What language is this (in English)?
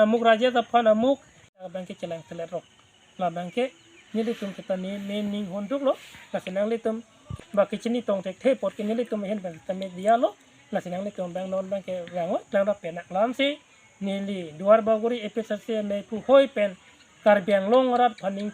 Karbi